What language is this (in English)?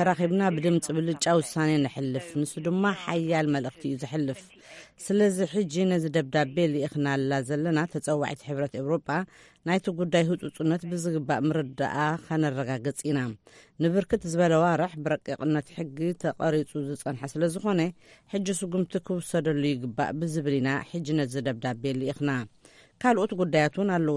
Tigrinya